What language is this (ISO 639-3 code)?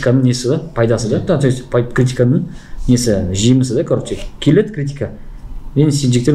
kaz